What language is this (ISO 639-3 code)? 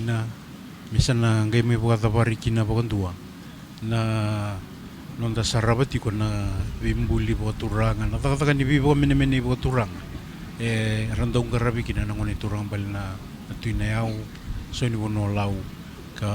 fij